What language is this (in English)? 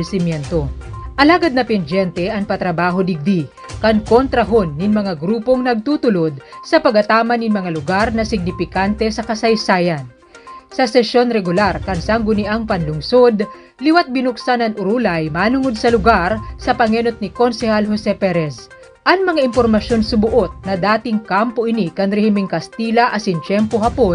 Bikol